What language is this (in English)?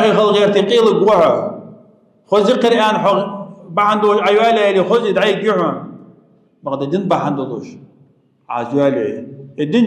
Ingush